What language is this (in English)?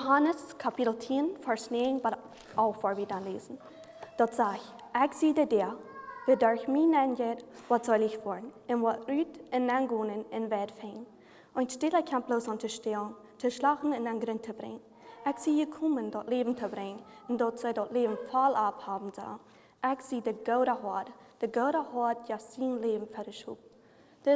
Plautdietsch